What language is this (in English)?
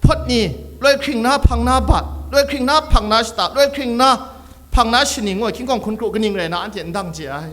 Kachin